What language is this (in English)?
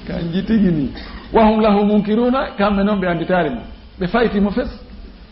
Fula